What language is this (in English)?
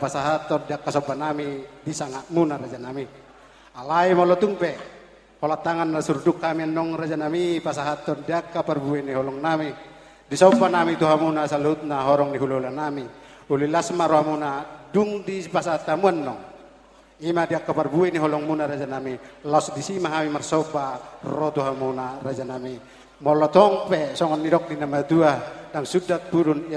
Batak Toba